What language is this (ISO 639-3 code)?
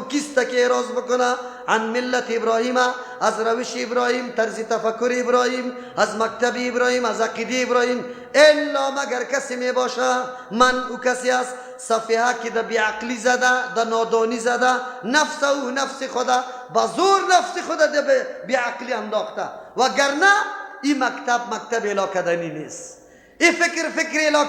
fas